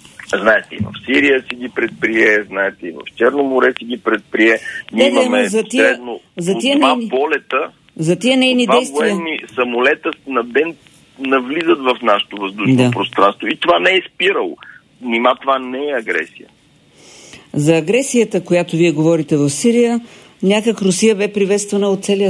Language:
Bulgarian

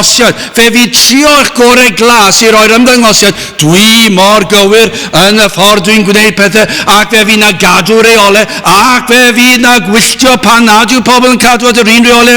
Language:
Welsh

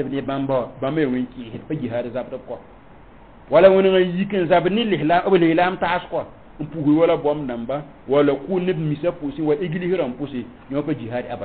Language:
Mossi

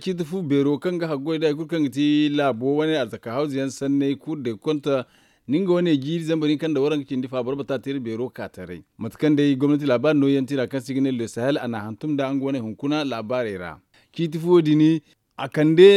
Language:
Zarma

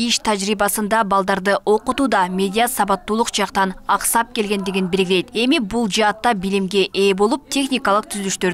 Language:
Kyrgyz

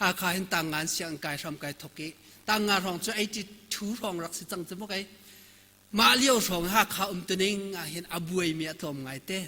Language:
Hakha Chin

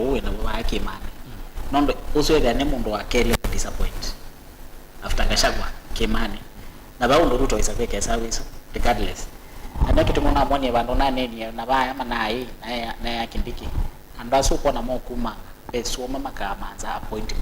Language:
Kamba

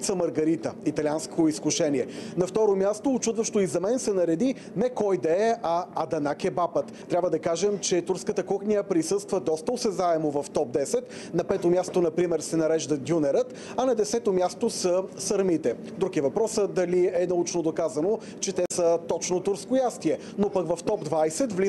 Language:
Bulgarian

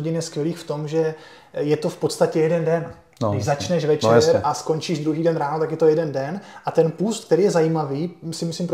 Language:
Czech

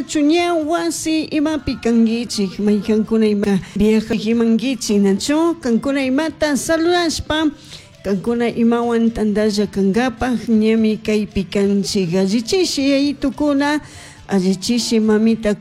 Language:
Chimborazo Highland Quichua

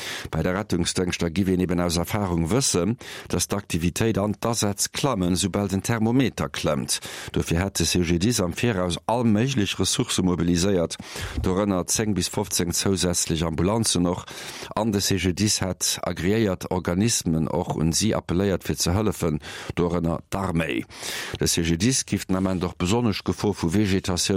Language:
Luxembourgish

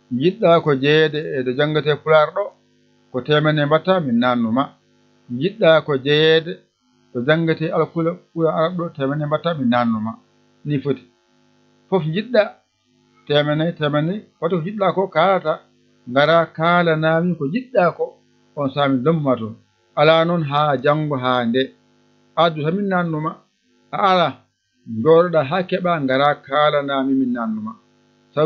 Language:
Fula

